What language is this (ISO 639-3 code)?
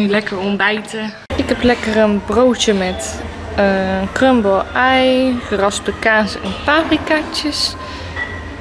nld